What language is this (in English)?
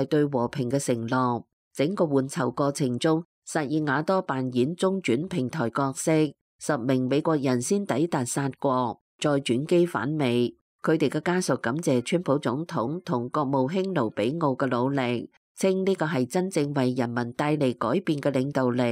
Cantonese